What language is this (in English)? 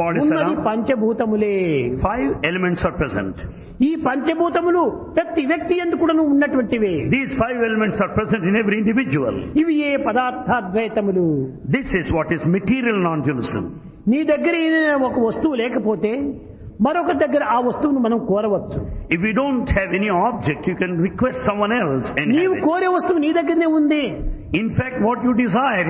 Telugu